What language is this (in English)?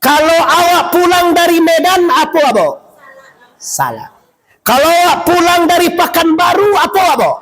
Minangkabau